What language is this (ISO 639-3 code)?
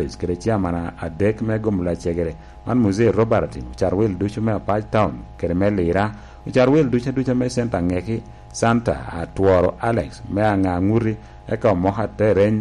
laj